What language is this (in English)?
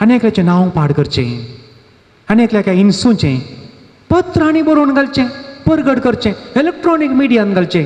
Konkani